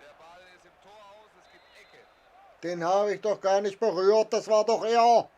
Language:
Bavarian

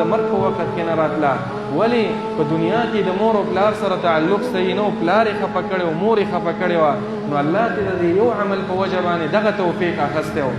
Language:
Pashto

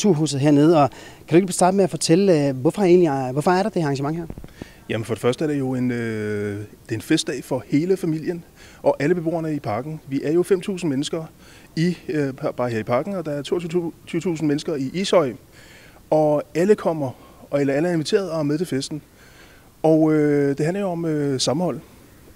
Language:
Danish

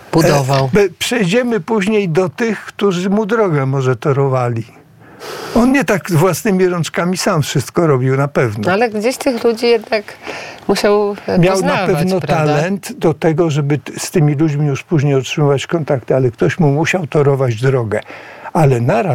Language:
Polish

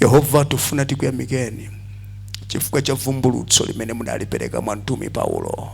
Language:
Nyanja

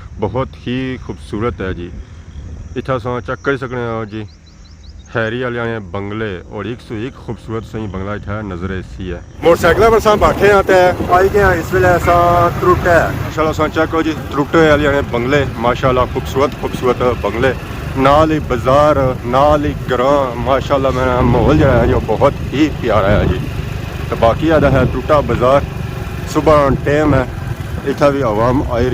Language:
Pahari-Potwari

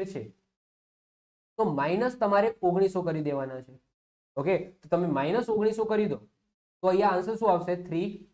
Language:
Gujarati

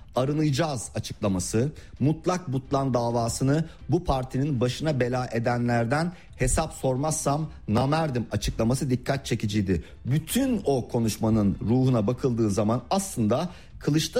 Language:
Turkish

